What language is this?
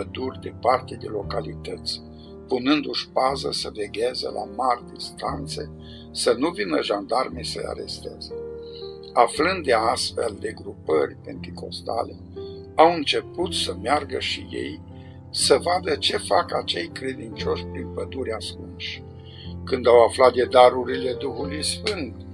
Romanian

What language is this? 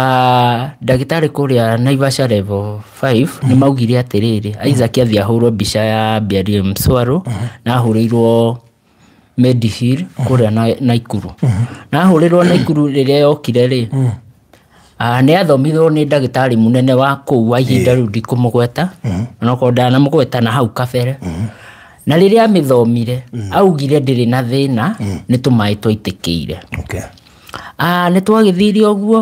Kikuyu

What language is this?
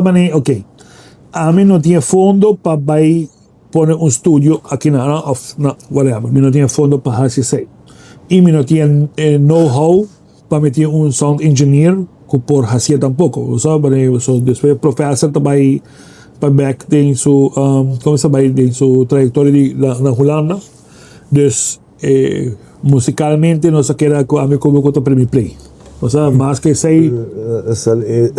Papiamento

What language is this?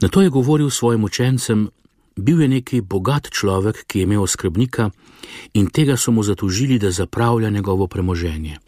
Slovenian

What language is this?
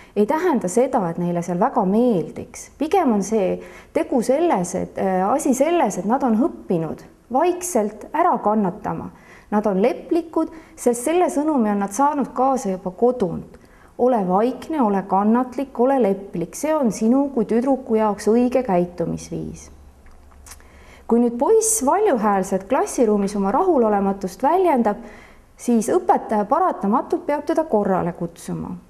Estonian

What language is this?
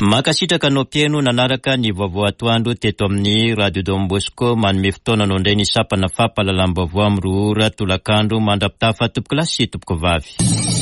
Malagasy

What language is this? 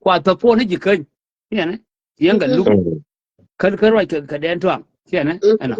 Nuer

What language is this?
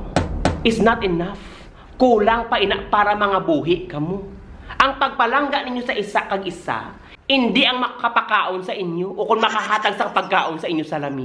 Hiligaynon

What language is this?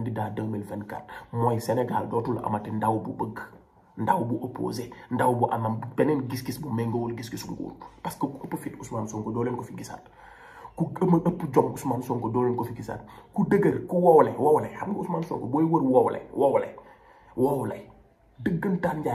Wolof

